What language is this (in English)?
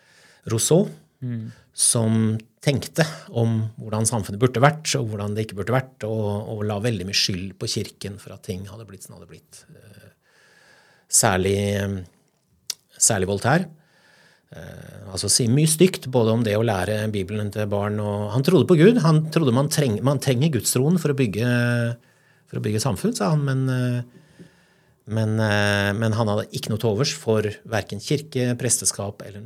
Norwegian